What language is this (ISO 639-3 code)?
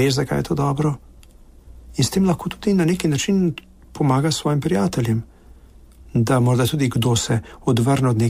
slv